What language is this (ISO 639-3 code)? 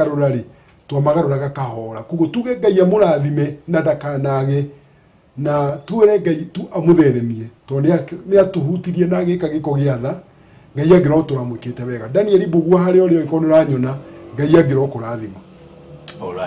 kik